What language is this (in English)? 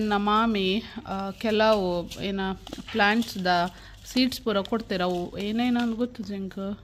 Tulu